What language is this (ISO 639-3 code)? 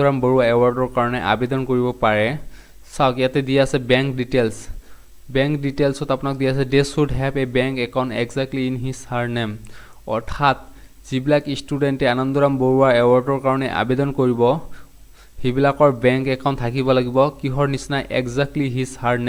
asm